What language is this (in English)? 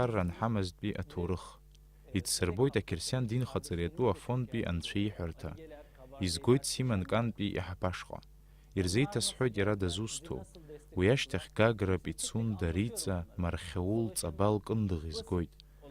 Abkhazian